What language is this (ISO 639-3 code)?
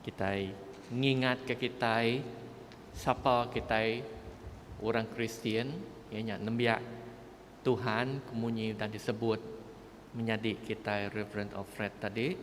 iba